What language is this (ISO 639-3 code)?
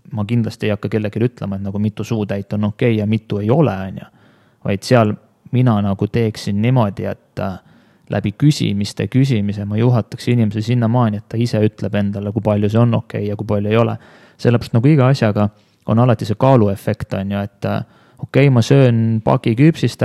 est